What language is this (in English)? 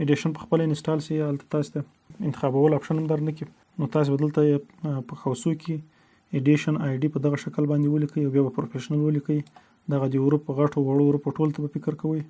Pashto